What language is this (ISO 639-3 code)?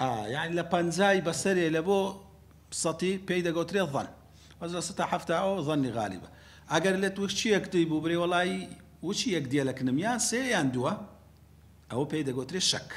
ckb